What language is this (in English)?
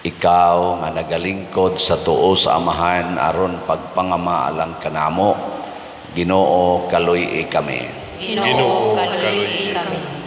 Cebuano